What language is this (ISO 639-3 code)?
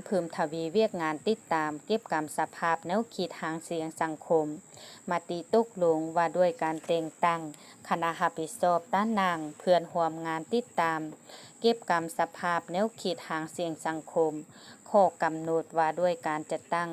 lao